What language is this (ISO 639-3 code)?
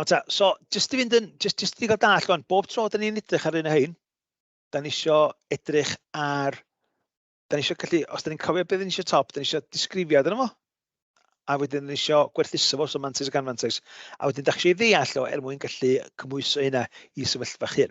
cym